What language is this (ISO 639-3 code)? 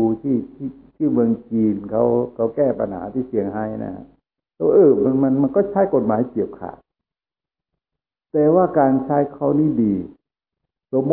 tha